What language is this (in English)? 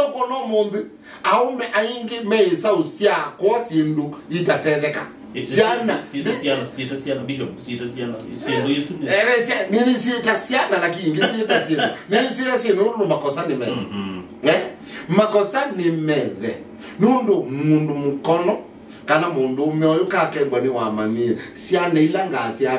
Kamba